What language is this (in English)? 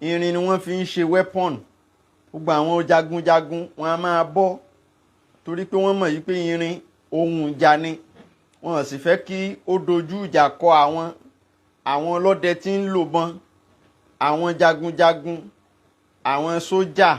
Yoruba